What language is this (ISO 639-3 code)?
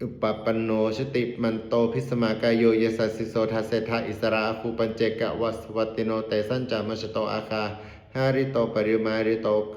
pli